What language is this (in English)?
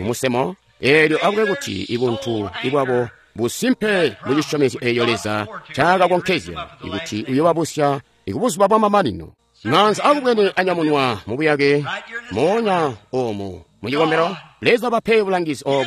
Tonga (Zambia)